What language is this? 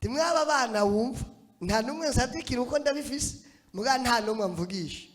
Rundi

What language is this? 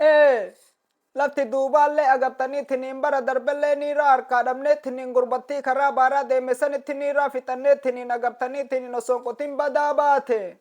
Oromo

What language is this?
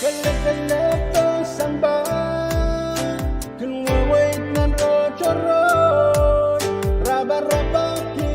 Pohnpeian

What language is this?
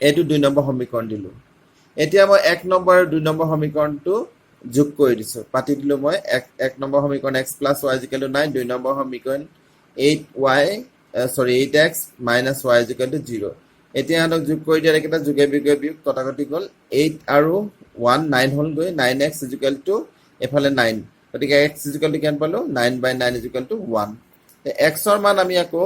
Assamese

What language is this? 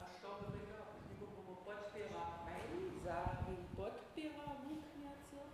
Upper Sorbian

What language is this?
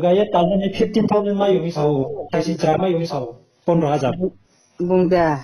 Riang (India)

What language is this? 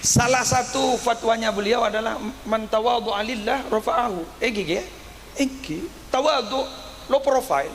Madurese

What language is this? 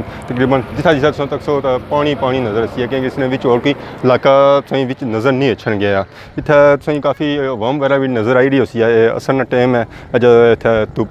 Pahari-Potwari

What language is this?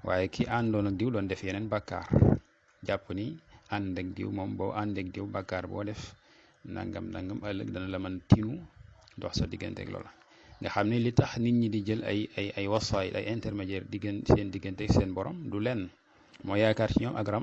Wolof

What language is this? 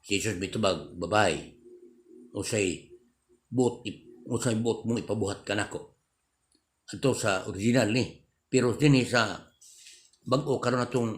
Cebuano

